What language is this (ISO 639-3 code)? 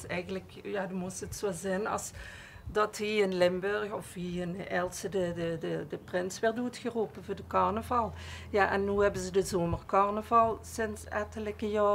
lim